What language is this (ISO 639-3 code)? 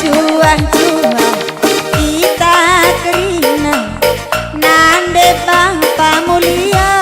btx